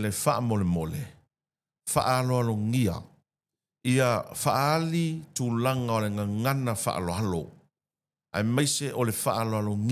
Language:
Samoan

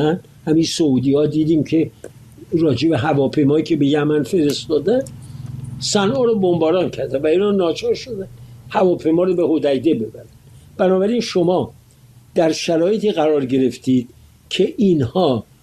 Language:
Persian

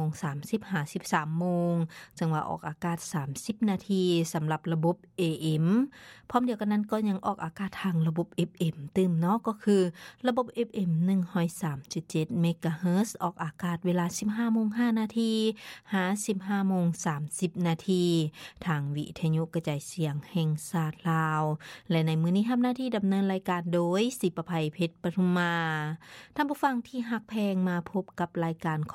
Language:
Lao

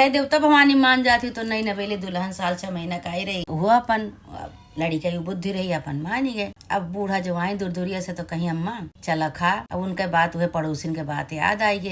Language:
Awadhi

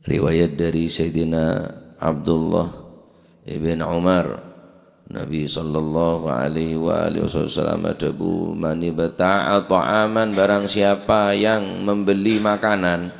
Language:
Madurese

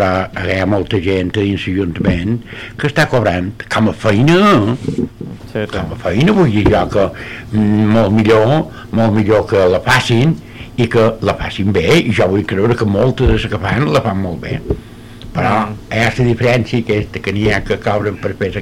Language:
Catalan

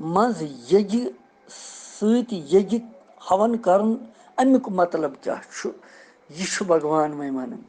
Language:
Kashmiri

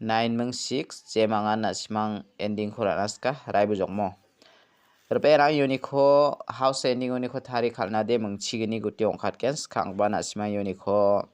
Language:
Garo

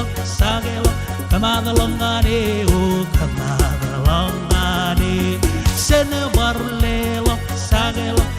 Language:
Marshallese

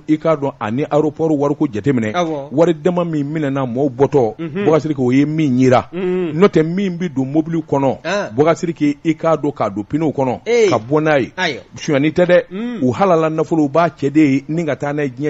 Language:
Bambara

